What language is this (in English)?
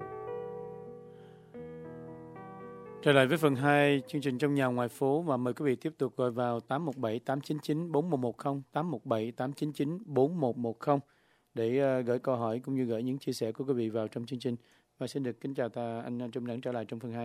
Vietnamese